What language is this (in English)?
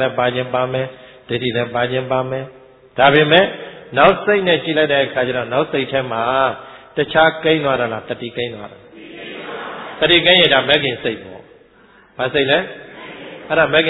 Burmese